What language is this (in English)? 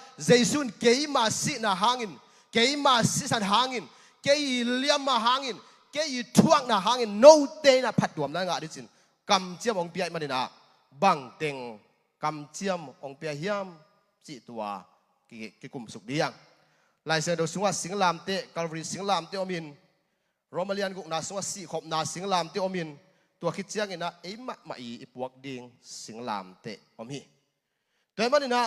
Tedim Chin